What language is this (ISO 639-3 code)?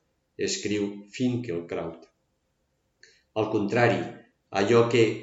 cat